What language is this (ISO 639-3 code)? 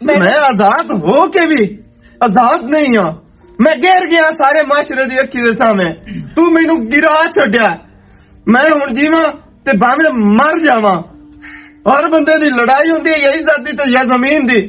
lah